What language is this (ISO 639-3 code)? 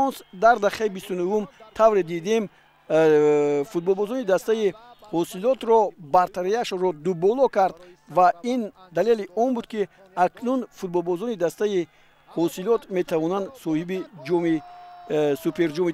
tgk